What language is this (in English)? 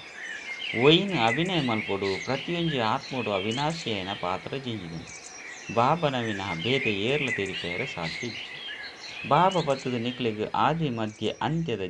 Tulu